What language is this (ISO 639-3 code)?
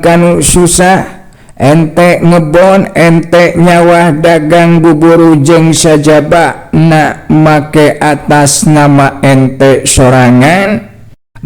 sun